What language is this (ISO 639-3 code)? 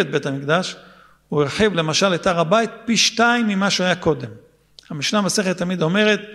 heb